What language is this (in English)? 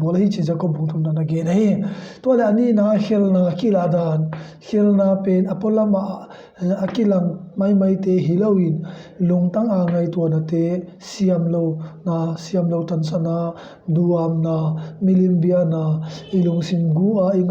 Tedim Chin